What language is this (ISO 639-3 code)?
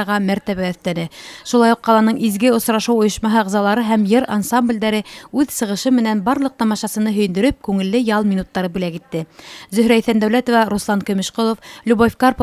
bak